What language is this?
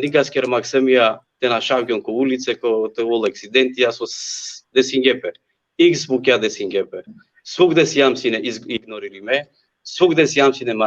Balkan Romani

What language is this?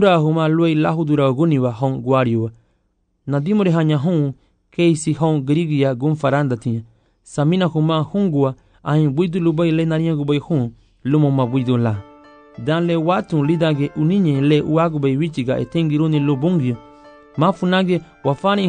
Garifuna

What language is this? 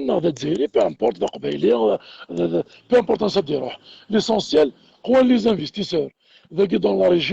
Kabyle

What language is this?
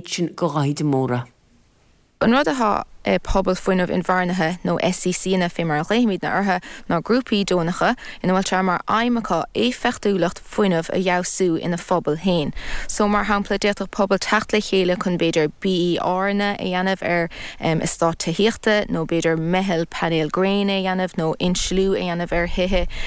Irish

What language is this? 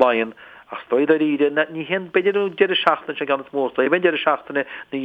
Irish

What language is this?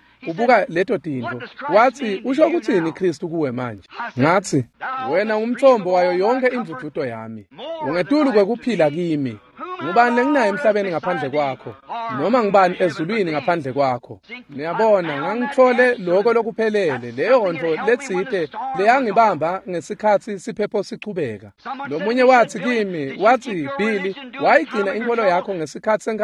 Swati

